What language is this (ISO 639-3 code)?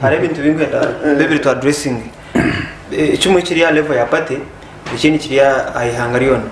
nyn